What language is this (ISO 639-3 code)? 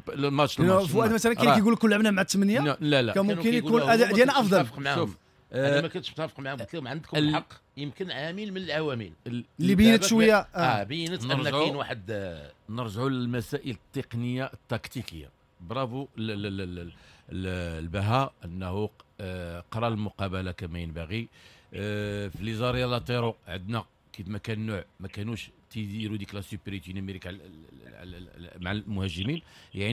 ary